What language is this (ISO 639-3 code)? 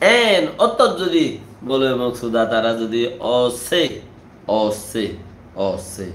rhg